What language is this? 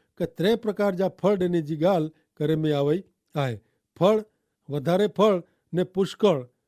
Kachhi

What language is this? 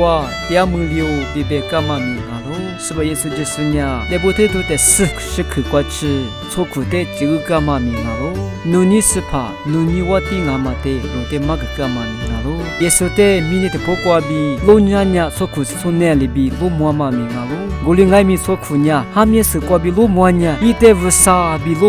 Lisu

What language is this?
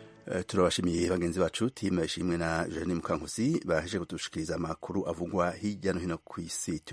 Kinyarwanda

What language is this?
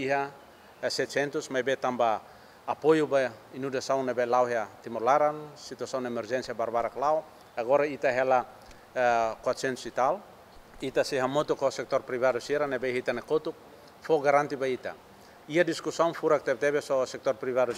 Tetum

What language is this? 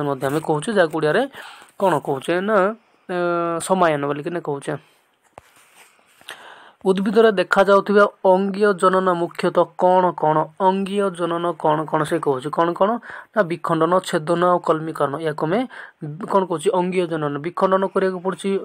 Odia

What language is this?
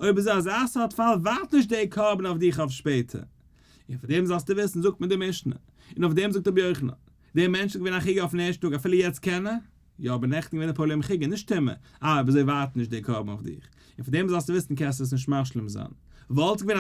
Yiddish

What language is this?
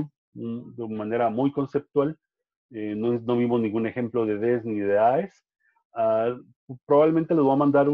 Spanish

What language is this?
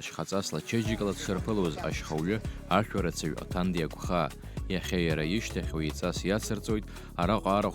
Abkhazian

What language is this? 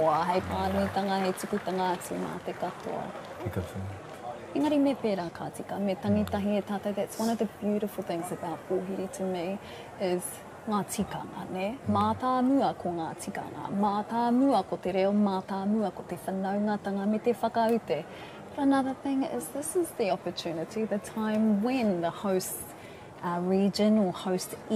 Māori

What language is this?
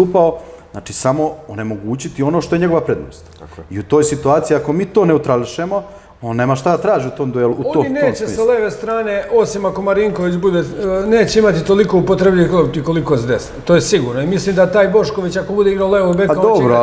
Serbian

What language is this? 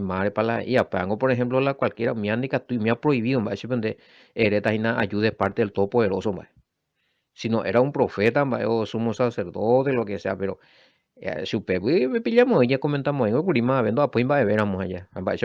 Guarani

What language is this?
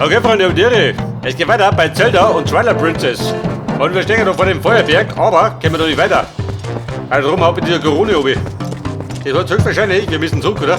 Bavarian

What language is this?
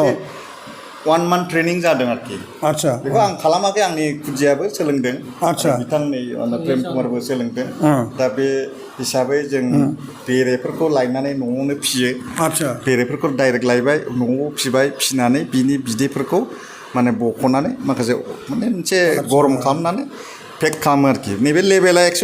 Bodo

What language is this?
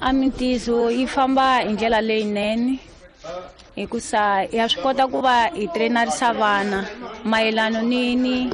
Tsonga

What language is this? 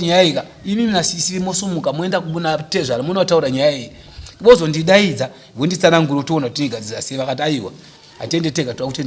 Shona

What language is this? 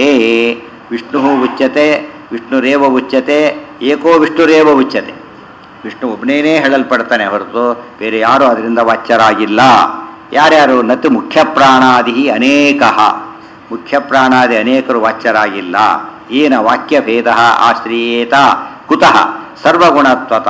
Kannada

